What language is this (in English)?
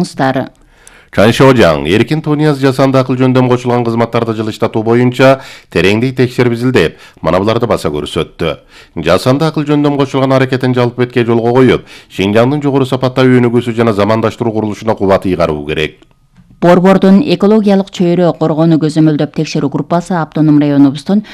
Kyrgyz